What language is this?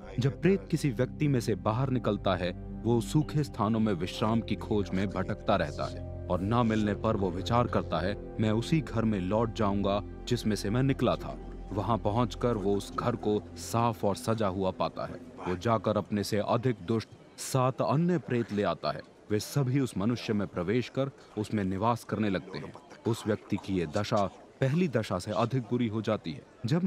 Hindi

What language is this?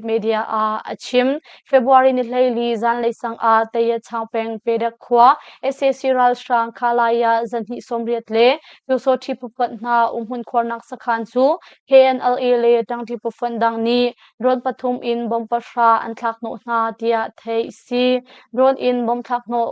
Hakha Chin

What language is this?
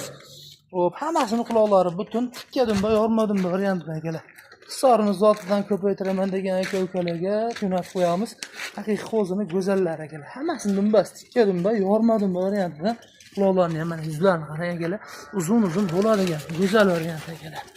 Uzbek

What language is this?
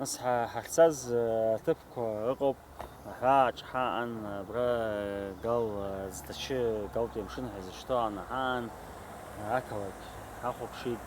Abkhazian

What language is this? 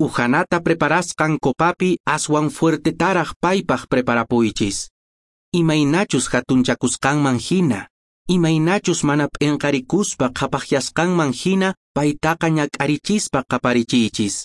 Quechua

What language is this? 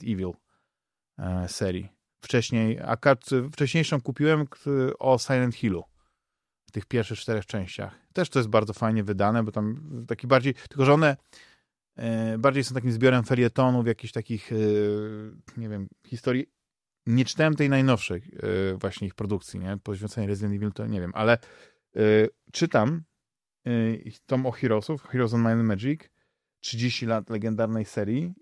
Polish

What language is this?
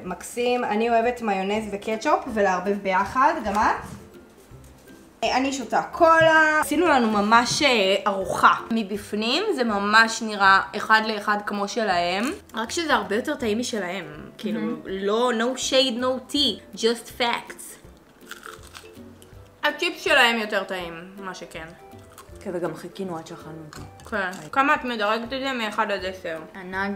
Hebrew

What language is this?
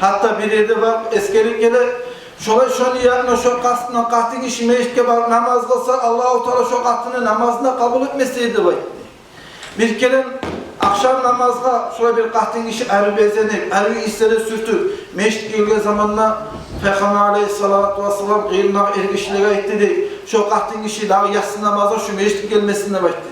Kumyk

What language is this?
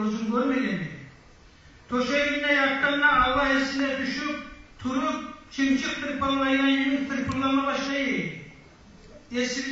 Kumyk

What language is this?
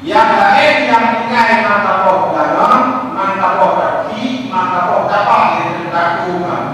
Achinese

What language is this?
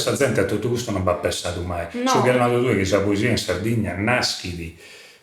Sardinian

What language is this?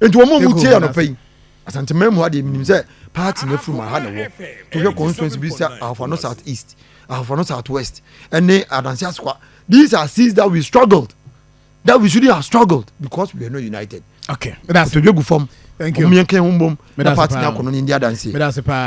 Akan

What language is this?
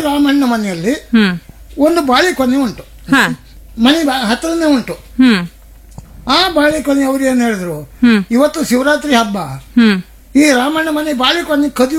Kannada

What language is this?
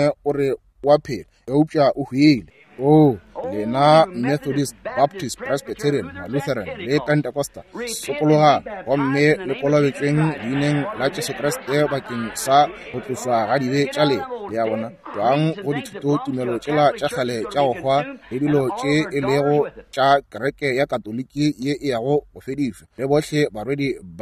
Northern Sotho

